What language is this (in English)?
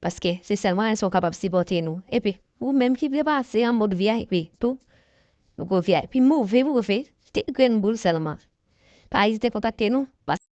Haitian Creole